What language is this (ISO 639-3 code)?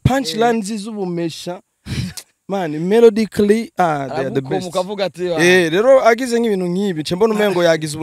run